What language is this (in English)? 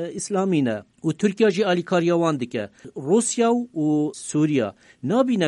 Kurdish